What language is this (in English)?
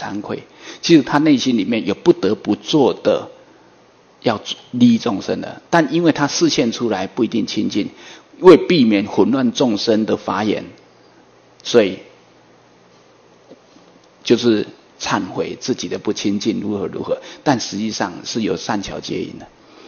Chinese